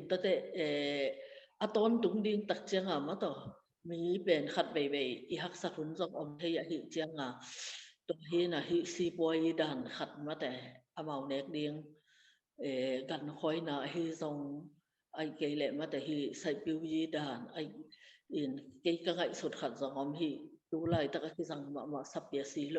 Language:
Tedim Chin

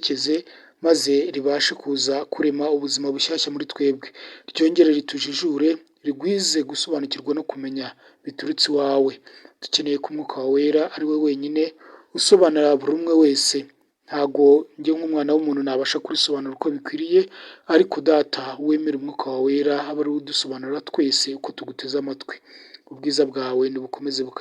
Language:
Kinyarwanda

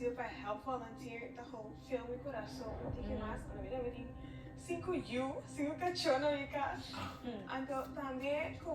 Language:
Papiamento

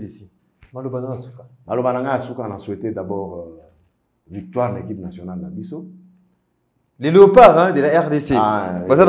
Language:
French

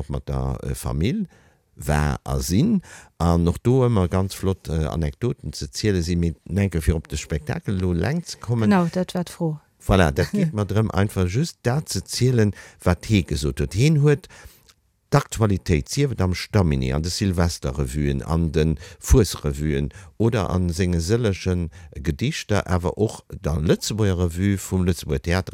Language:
Luxembourgish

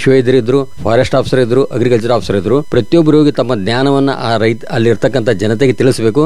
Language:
Kannada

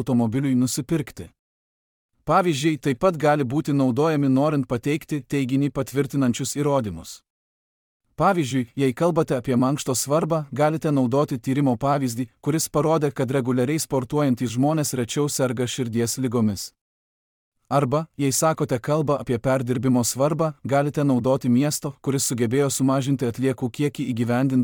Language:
Lithuanian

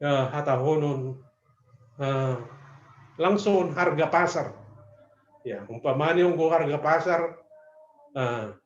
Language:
Batak Simalungun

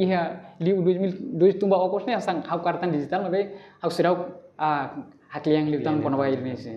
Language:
Tetum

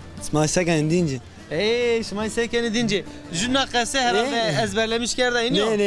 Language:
Zaza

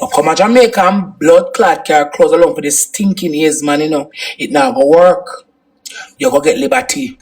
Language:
Jamaican Creole English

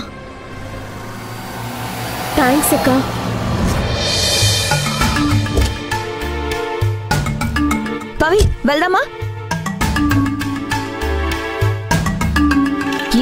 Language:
Telugu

